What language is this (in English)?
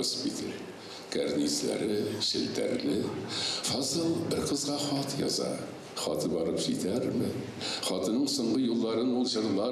Tatar